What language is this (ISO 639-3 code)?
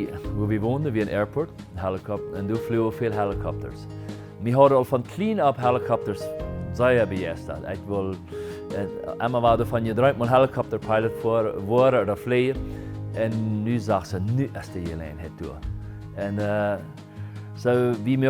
pdt